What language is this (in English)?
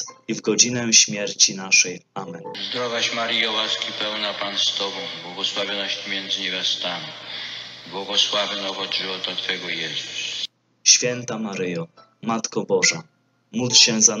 Polish